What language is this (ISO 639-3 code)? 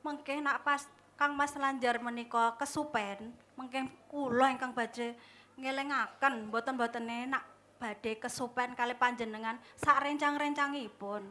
jav